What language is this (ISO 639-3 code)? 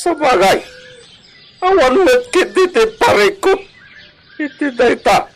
ilo